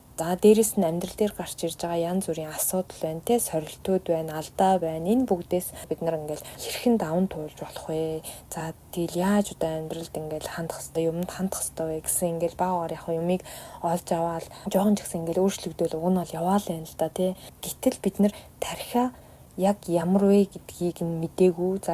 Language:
Mongolian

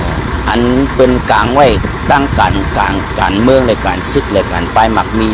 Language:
Shan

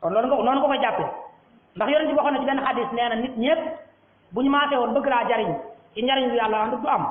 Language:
Wolof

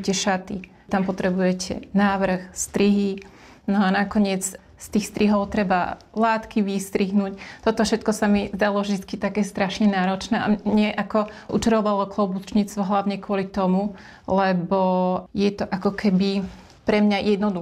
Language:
Slovak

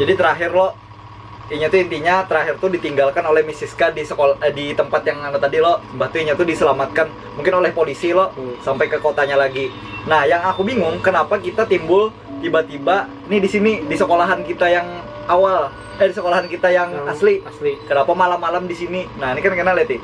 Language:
Banjar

